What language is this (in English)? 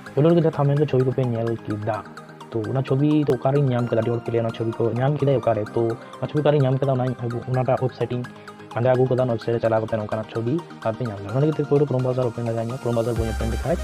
Santali